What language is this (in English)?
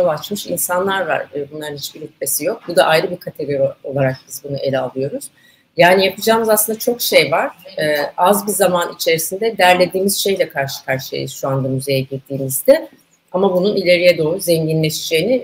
Turkish